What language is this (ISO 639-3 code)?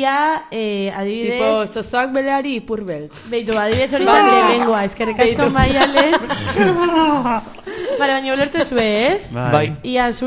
eus